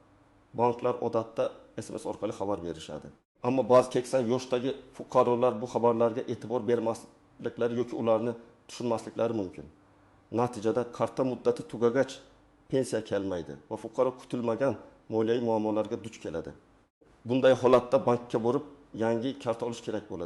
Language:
Uzbek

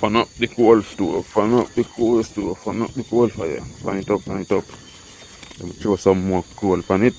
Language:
Jamaican Creole English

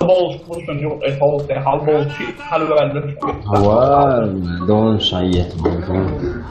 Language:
Chechen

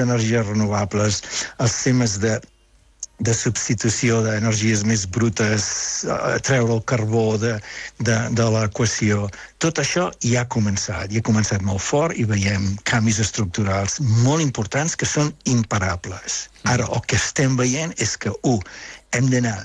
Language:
Catalan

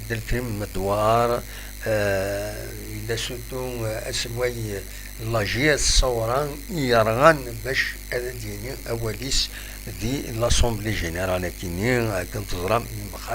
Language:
Kabyle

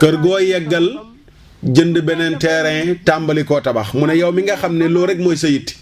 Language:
Wolof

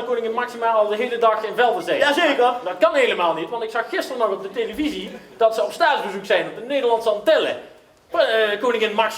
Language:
Limburgish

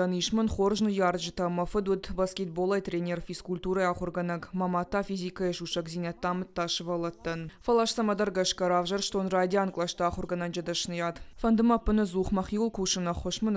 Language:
Ossetic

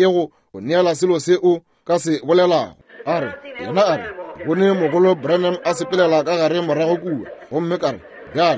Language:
Northern Sotho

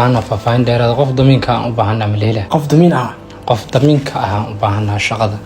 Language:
Somali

